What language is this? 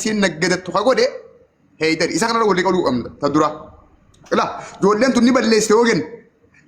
Oromo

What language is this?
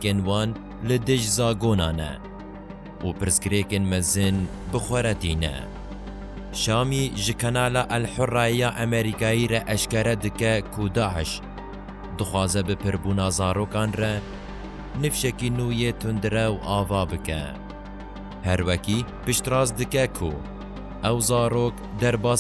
Kurdish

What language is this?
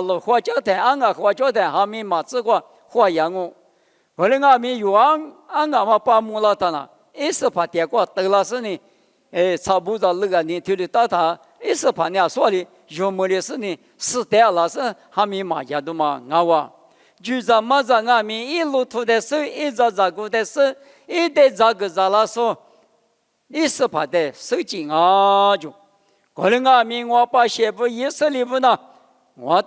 Lisu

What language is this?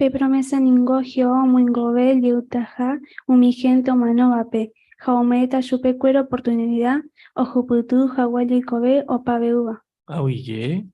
Guarani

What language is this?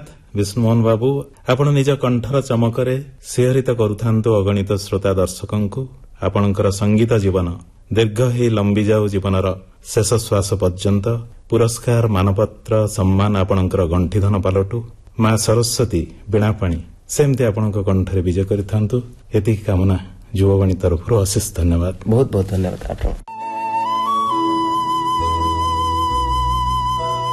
Odia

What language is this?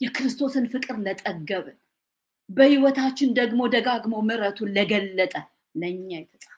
Amharic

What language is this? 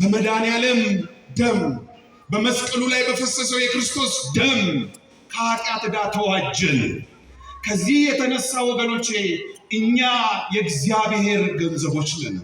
Amharic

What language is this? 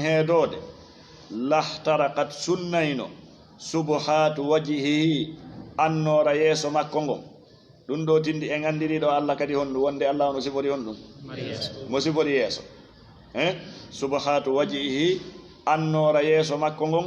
Fula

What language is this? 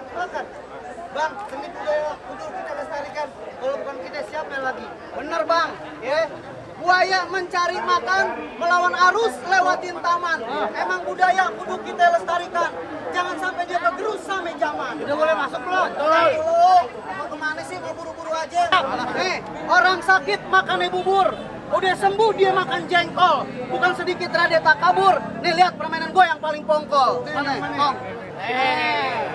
Betawi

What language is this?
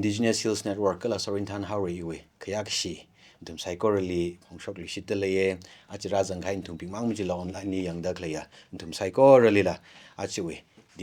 Tangkhul Naga (India)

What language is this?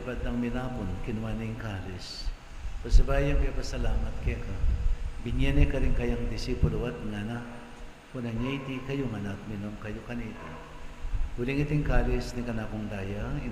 Pampanga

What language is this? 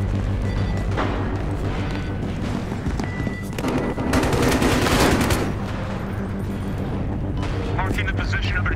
English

